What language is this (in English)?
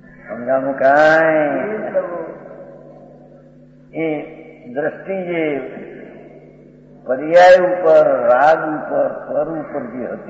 Gujarati